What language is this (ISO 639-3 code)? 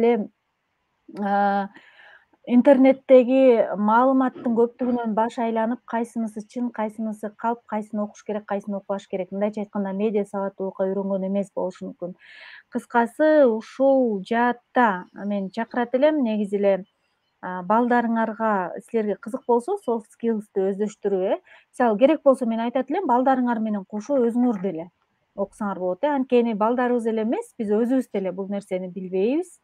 kir